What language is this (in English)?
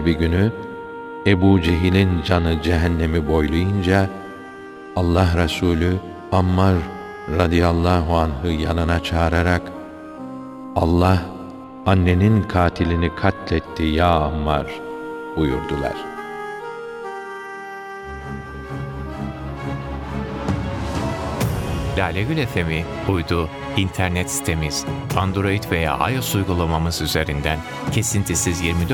Turkish